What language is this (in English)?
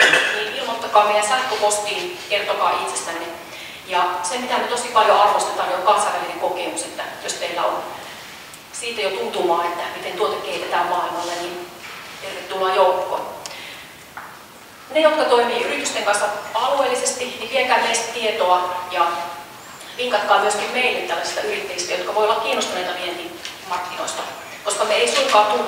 Finnish